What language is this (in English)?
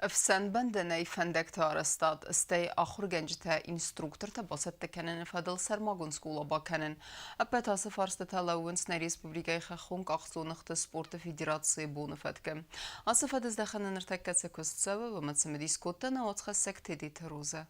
Ossetic